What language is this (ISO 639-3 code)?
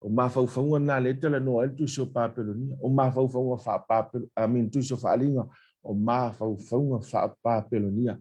smo